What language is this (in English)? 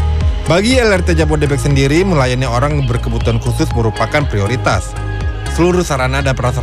Indonesian